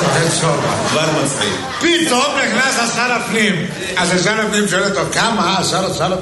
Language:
Hebrew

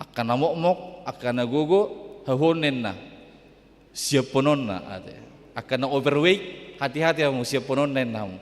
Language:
Batak Toba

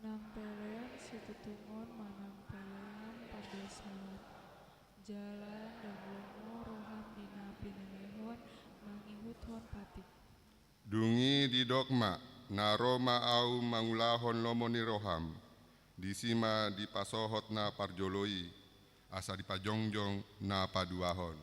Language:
Batak Toba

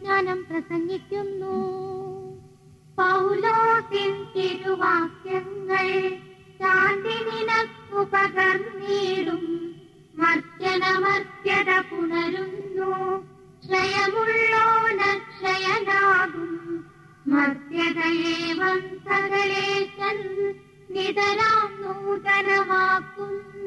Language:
Malayalam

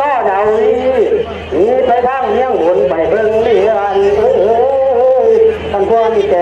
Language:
Northeastern Thai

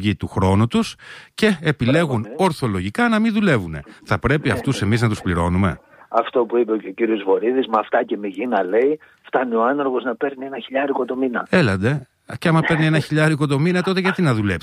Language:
Greek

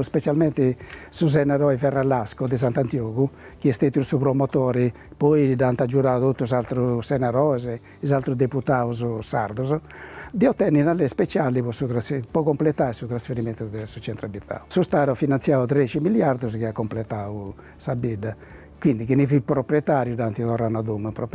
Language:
Sardinian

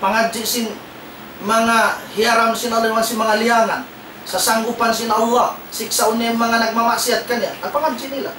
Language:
Tausug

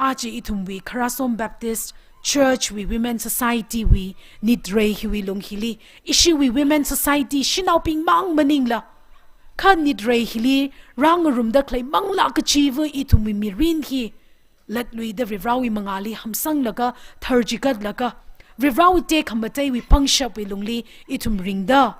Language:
Tangkhul Naga (India)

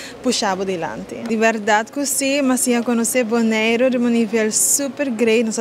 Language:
Papiamento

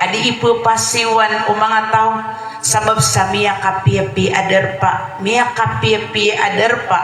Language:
Maranao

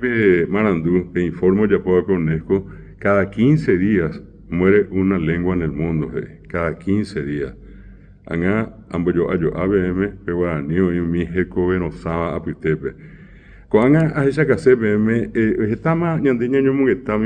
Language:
Guarani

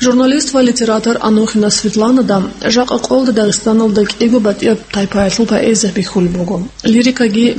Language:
Avaric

